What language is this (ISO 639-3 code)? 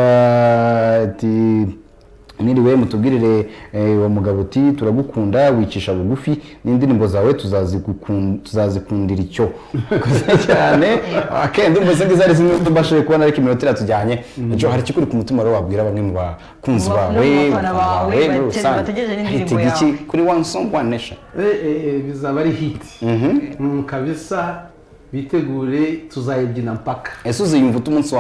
kin